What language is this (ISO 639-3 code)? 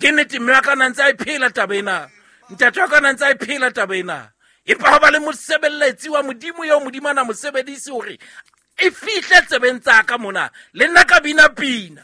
sot